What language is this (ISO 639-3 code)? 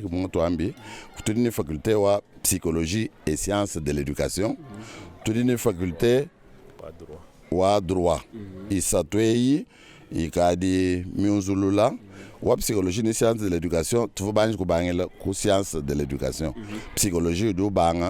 lua